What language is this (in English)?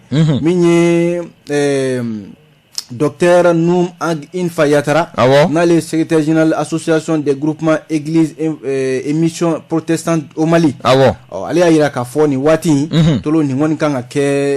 Bambara